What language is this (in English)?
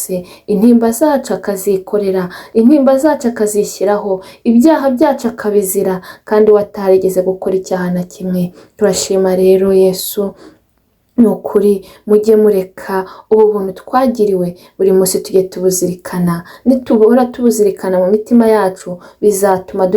Kinyarwanda